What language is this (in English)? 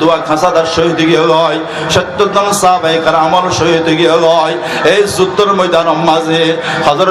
Rohingya